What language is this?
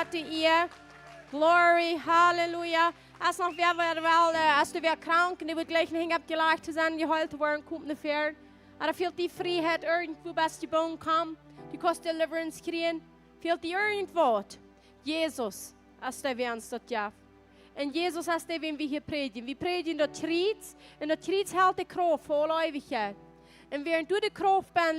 Plautdietsch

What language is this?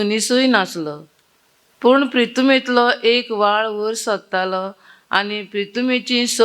Konkani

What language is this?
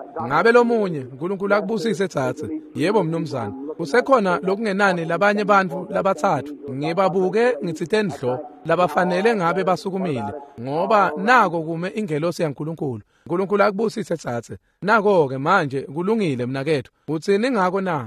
Swati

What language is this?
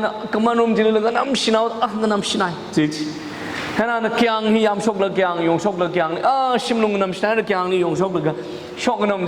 Tangkhul Naga (India)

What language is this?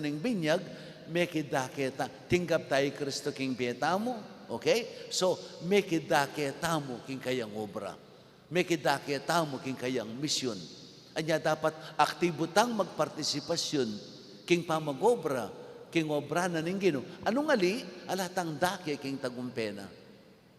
Pampanga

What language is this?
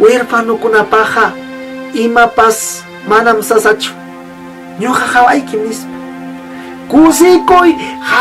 Ayacucho Quechua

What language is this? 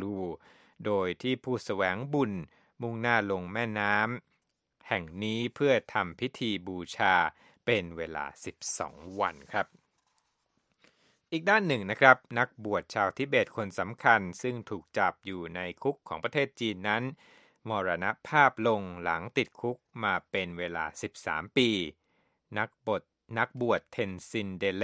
Thai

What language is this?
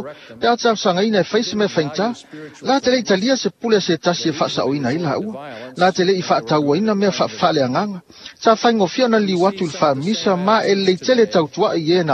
Samoan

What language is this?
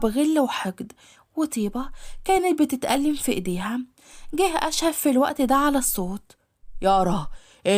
Egyptian Arabic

